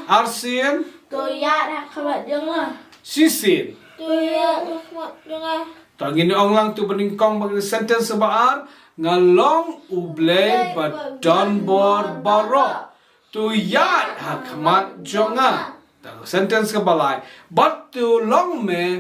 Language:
Khasi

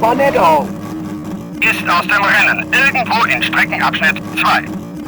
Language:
Bavarian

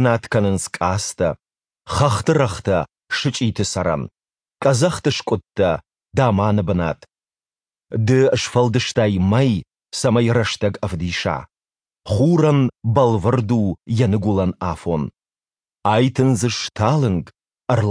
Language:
Ossetic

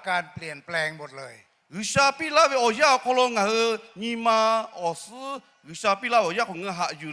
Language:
Lahu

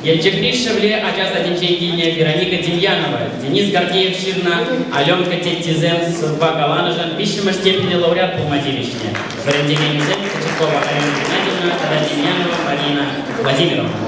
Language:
Chuvash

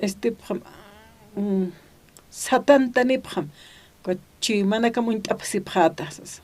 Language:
Aymara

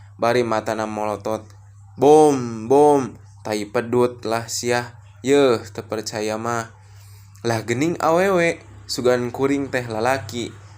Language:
Sundanese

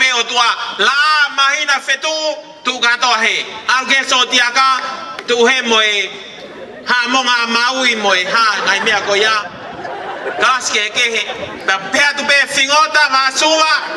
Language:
Tongan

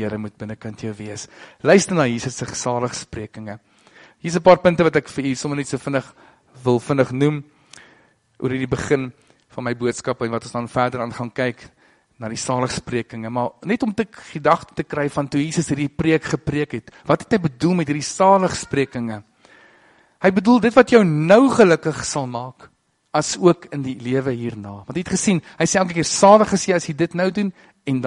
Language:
Afrikaans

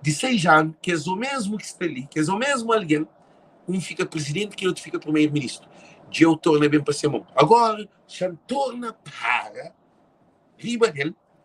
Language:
Kabuverdianu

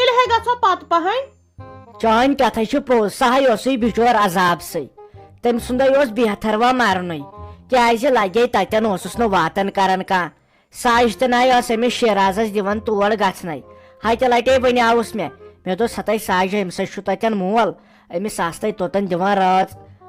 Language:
Kashmiri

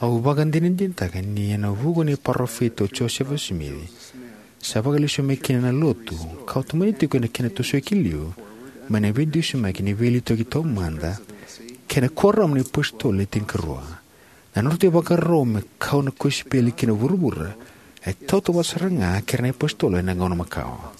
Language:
Fijian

